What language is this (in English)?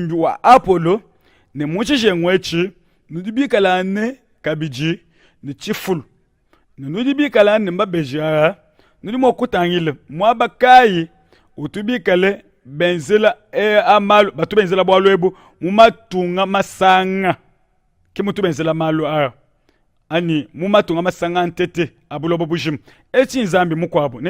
Luba-Lulua